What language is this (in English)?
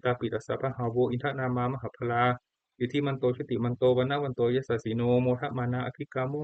Pali